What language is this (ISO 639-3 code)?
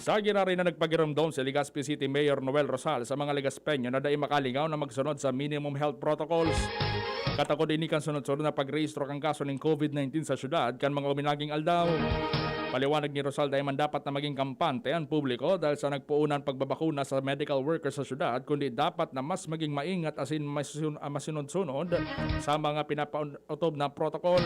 bik